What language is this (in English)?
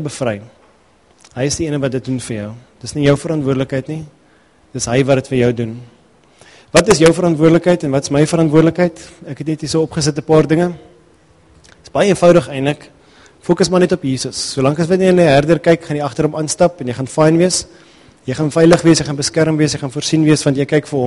Afrikaans